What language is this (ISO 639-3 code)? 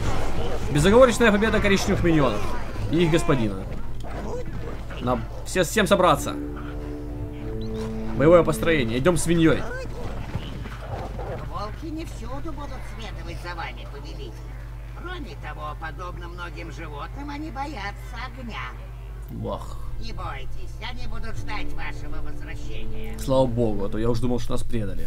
rus